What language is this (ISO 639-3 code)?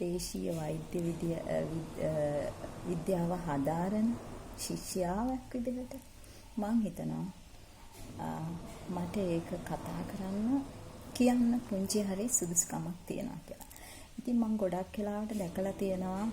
sin